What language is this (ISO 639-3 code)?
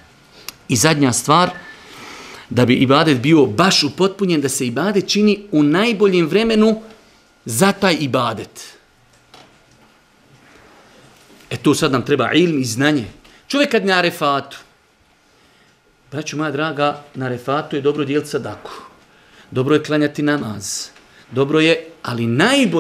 bos